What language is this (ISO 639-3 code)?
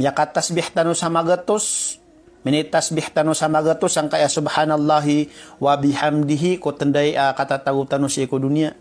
mrw